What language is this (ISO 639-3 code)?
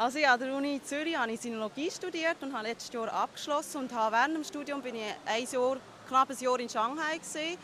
gsw